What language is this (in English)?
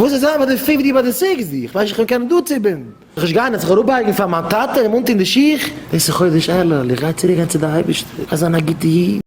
Yiddish